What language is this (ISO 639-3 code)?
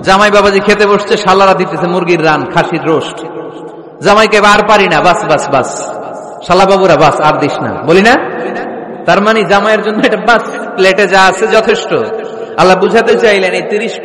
ben